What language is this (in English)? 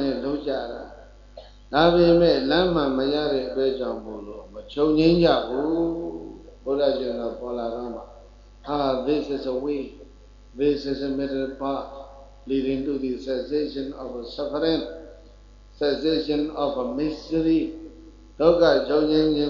Burmese